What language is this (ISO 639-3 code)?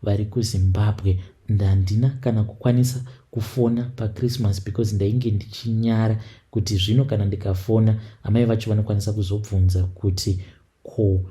sna